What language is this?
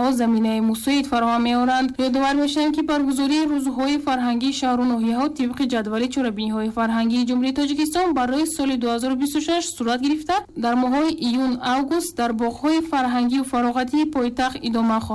Tajik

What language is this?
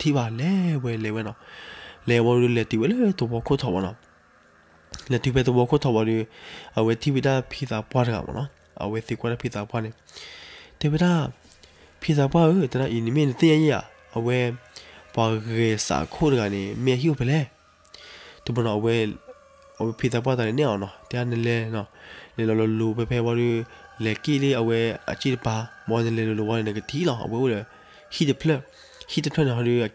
S'gaw Karen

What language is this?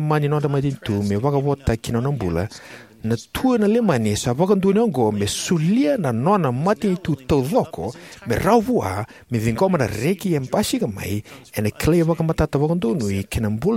Fijian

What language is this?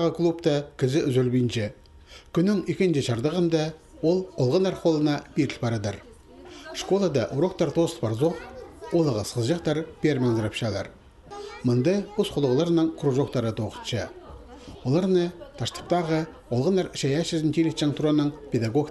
Khakas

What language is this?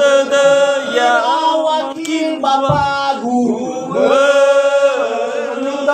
Nias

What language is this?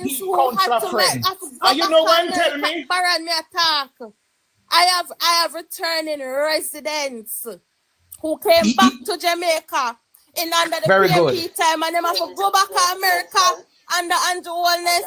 Jamaican Creole English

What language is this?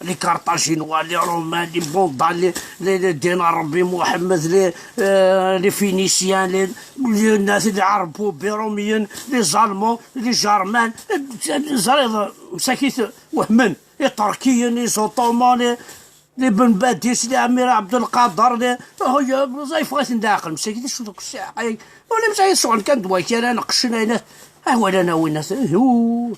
Kabyle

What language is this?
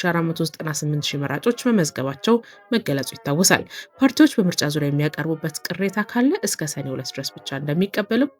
Amharic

